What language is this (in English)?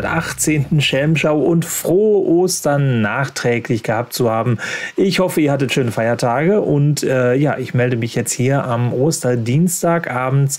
German